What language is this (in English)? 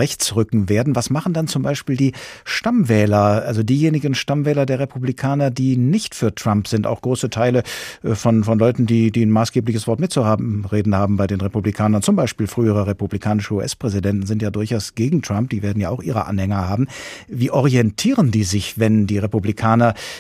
German